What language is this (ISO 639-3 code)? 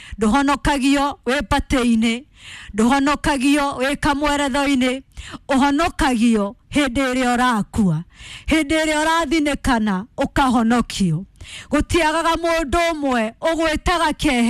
kik